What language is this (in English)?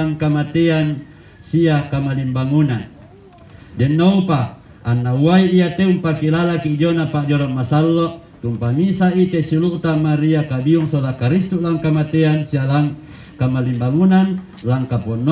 Toraja-Sa'dan